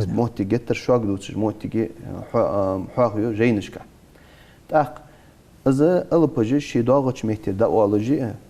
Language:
Ingush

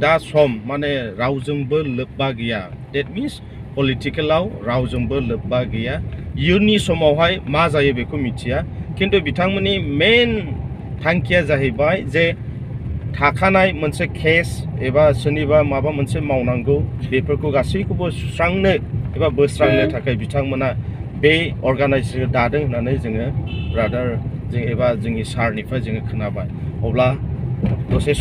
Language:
Bodo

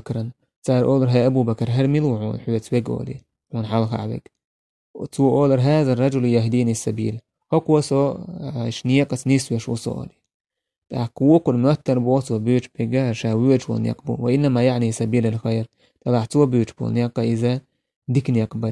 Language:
Chechen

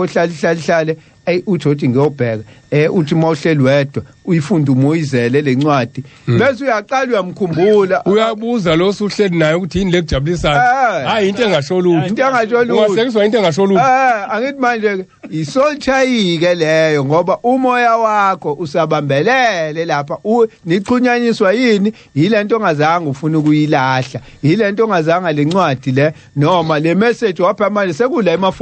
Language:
Zulu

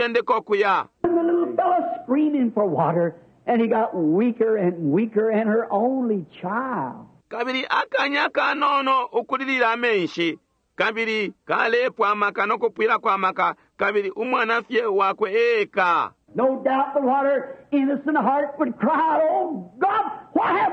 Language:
Bemba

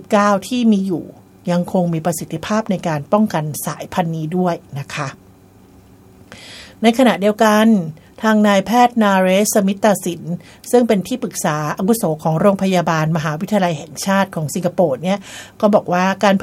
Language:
Thai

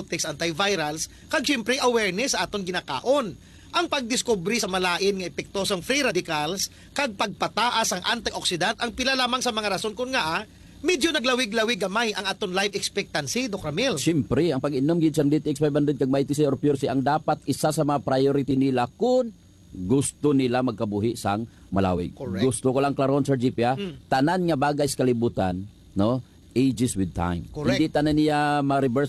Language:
Hiligaynon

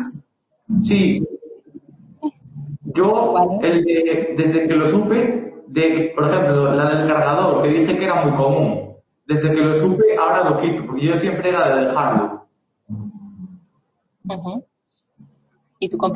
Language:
Spanish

